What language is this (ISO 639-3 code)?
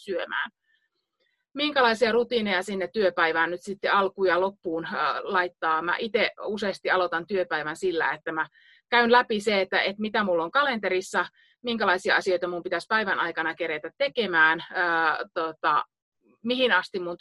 fin